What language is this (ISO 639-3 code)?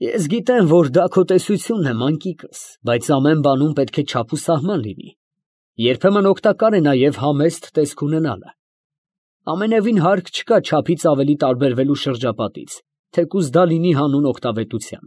hye